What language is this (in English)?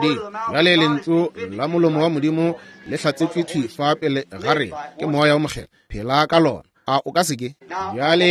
Northern Sotho